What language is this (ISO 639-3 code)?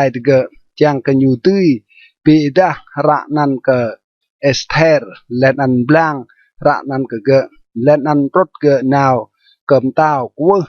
rad